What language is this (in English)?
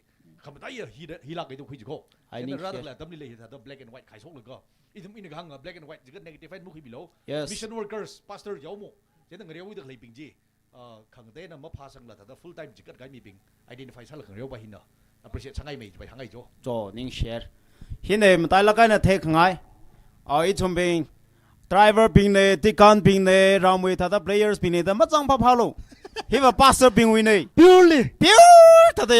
Tangkhul Naga (India)